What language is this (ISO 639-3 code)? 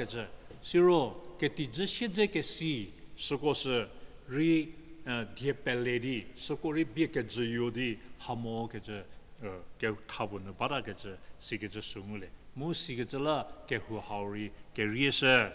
njm